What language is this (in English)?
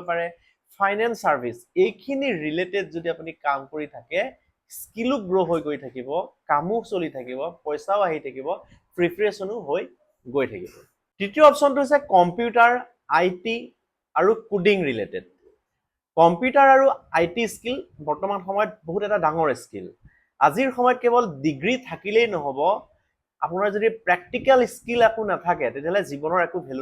Assamese